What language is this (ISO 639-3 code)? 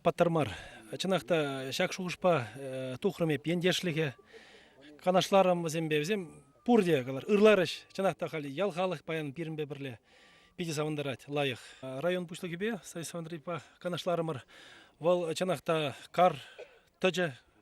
chv